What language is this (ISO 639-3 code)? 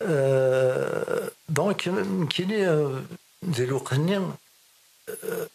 kab